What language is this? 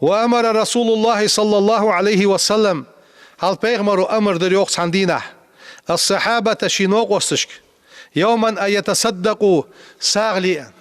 Ingush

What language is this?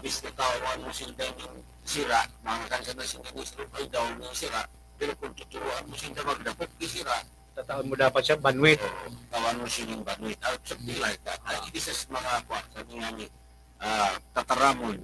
Bikol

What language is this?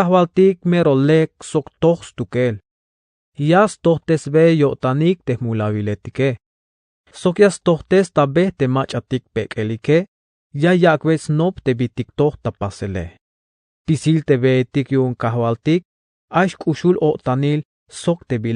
Tzeltal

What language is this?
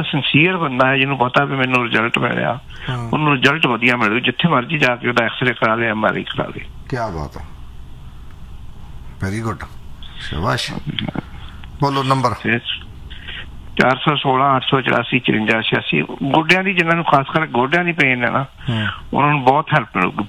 Punjabi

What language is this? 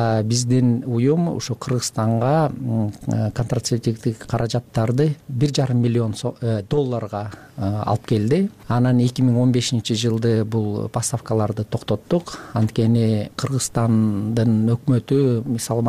Kyrgyz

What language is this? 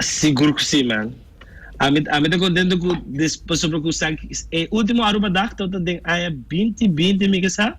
Papiamento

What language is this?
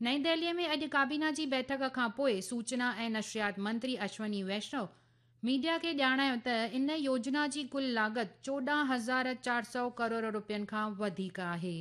Sindhi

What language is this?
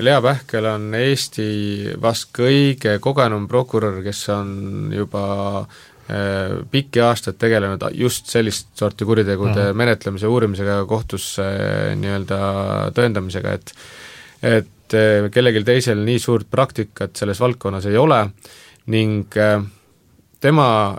Estonian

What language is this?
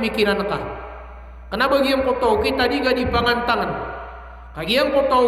Maranao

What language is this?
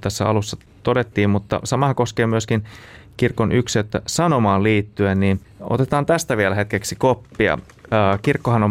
Finnish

